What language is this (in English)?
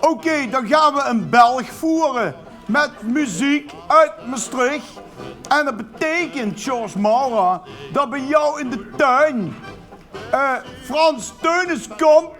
Limburgish